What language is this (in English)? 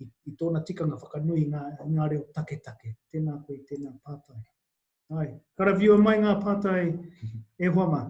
Māori